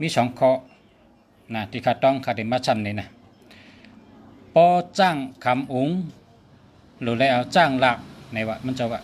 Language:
Shan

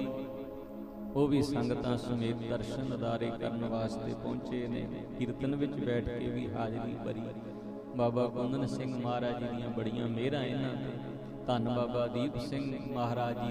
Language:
Punjabi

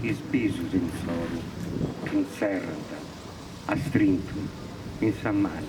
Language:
Sardinian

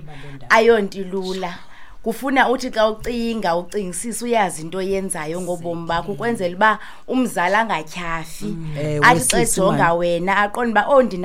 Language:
Xhosa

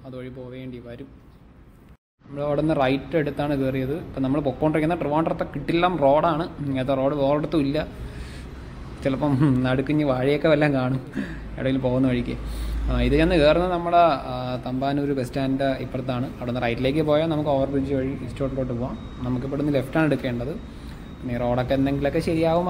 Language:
Malayalam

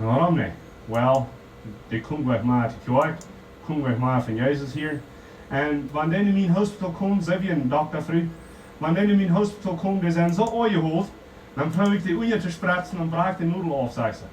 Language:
Plautdietsch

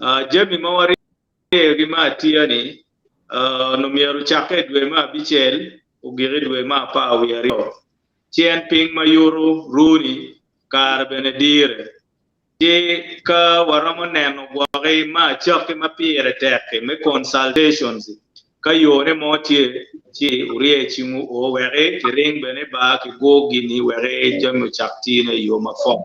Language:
Acoli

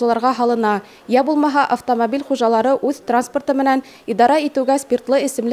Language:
Bashkir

